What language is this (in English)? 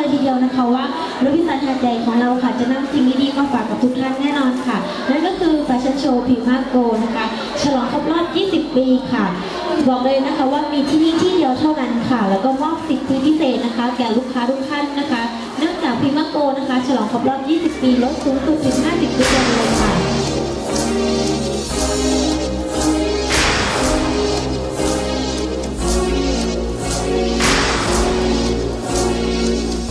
Thai